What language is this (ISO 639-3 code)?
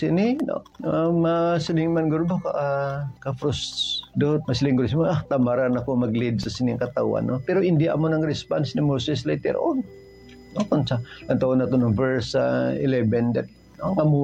hil